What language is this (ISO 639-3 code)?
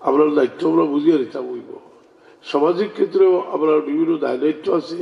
syl